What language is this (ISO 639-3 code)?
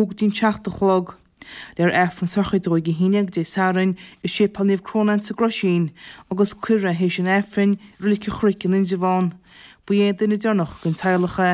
gle